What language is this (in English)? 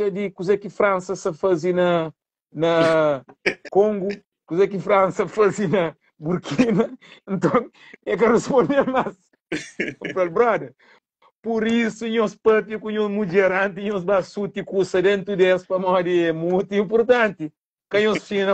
Kabuverdianu